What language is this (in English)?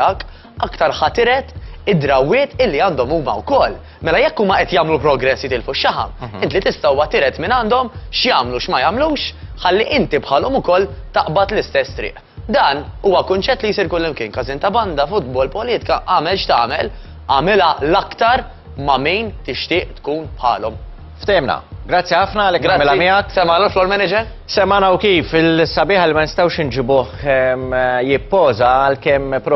Maltese